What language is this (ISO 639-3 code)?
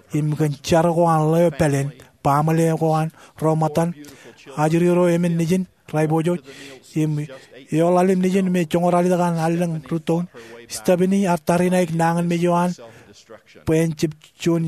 mah